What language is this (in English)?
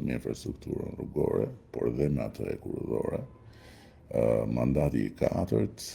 Albanian